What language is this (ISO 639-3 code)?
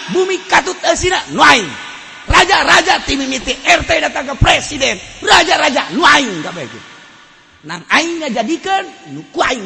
sun